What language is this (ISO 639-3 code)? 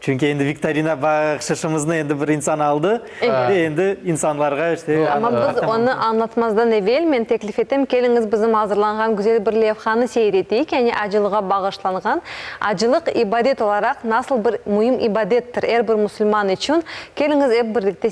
crh